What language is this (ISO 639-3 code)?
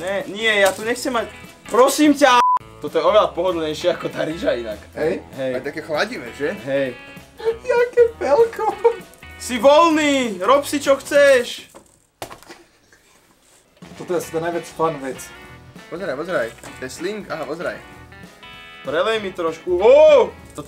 slk